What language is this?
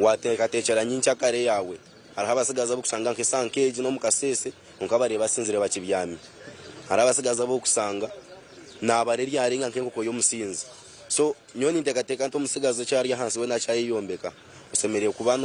Nyankole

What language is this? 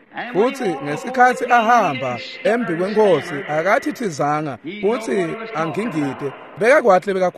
Swati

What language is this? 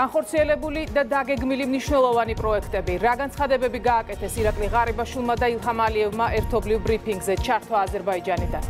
Georgian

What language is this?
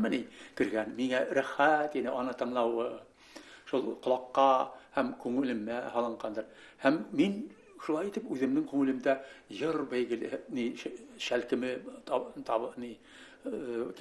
Bashkir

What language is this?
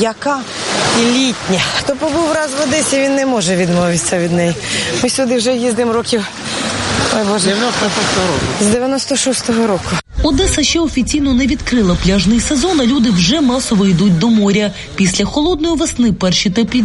Ukrainian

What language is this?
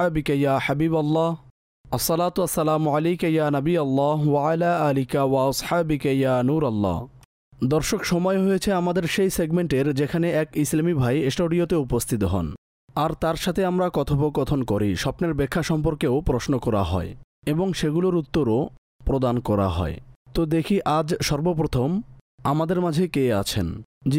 Bangla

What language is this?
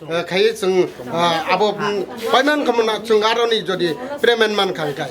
Kok Borok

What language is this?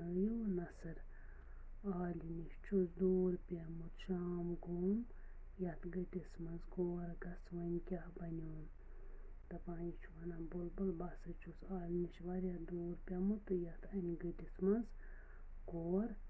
Kashmiri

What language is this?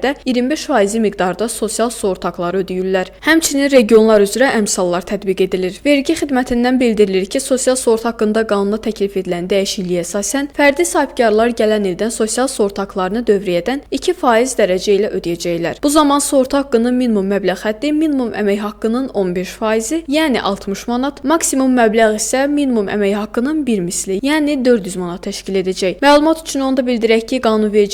Azerbaijani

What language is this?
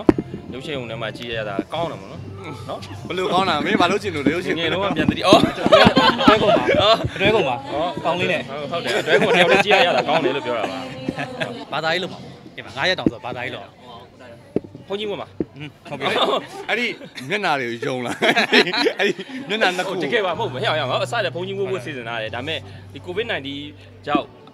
Burmese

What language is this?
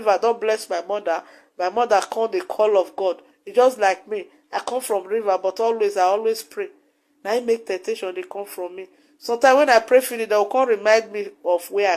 Nigerian Pidgin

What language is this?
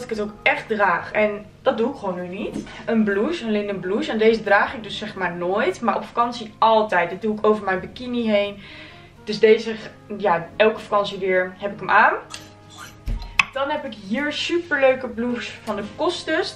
Dutch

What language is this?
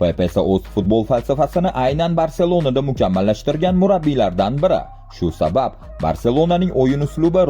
Uzbek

